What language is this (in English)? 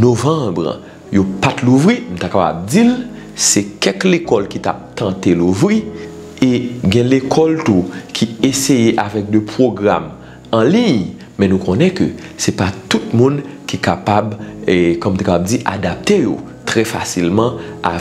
Haitian Creole